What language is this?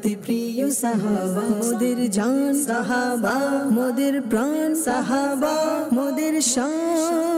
Bangla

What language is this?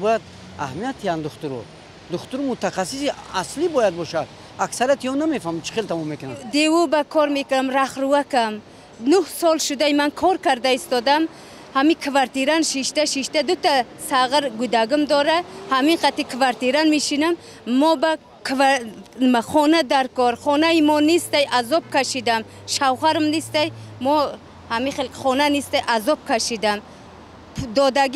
Tajik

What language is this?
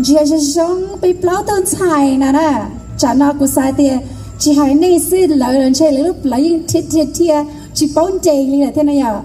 Hmong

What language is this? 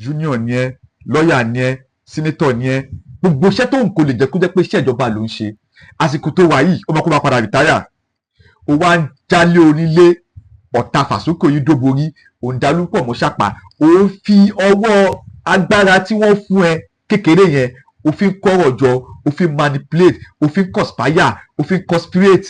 Yoruba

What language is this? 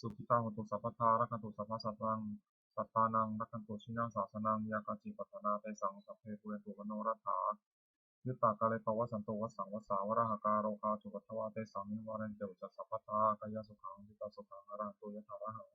Pali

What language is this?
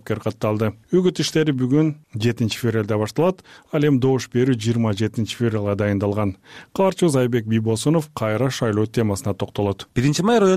Kyrgyz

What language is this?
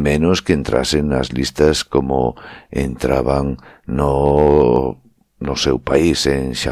Galician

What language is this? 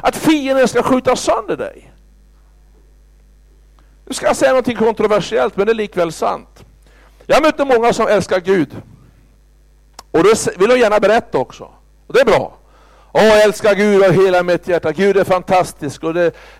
Swedish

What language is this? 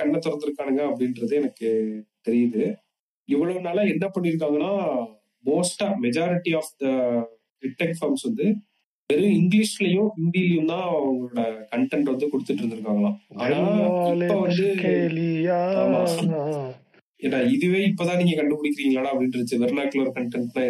Tamil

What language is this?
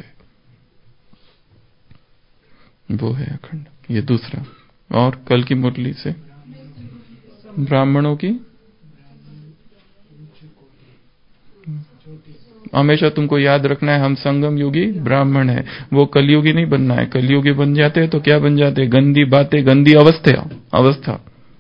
Hindi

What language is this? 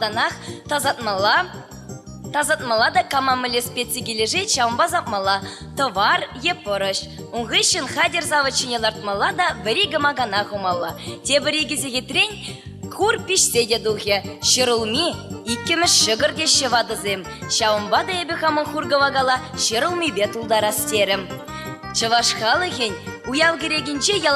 Chuvash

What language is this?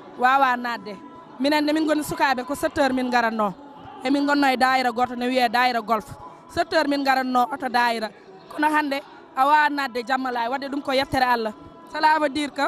Fula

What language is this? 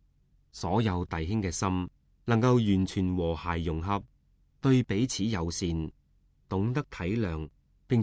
Cantonese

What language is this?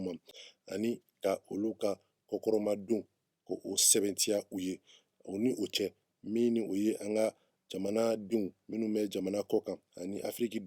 Bambara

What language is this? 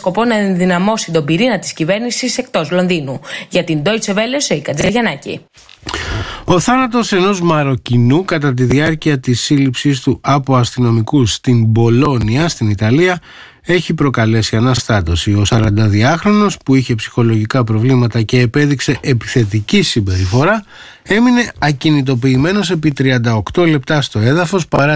Greek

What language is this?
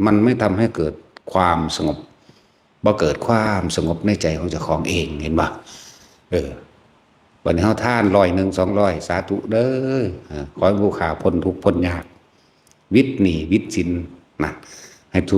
Northeastern Thai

